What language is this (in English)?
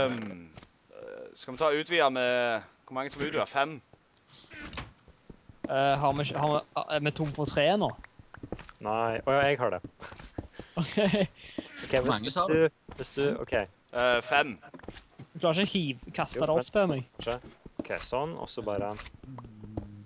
Norwegian